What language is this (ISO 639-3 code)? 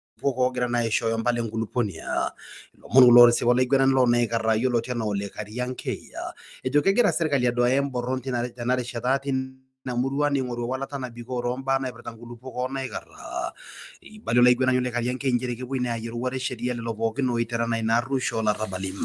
mas